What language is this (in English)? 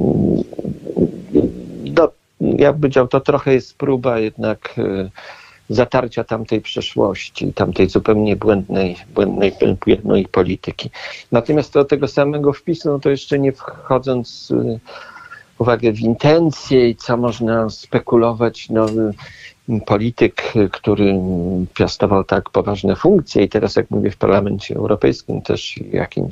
Polish